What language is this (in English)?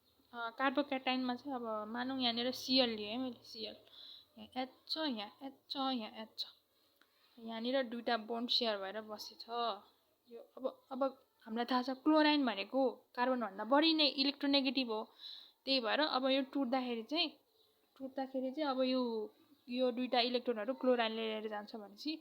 Nepali